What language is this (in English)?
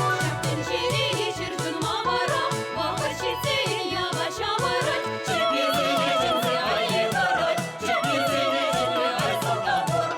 Chuvash